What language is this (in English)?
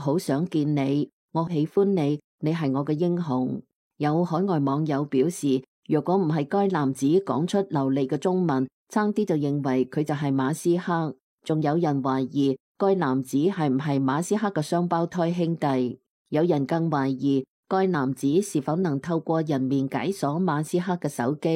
Cantonese